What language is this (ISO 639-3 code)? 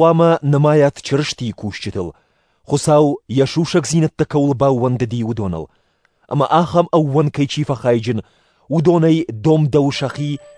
oss